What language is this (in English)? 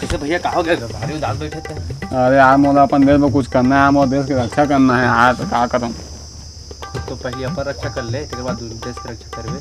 Chhattisgarhi